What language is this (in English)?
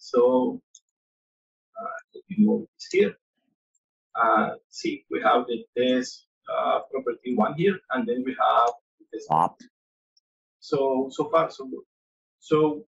English